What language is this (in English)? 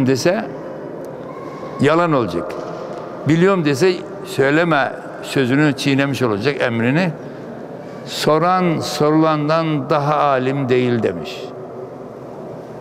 Turkish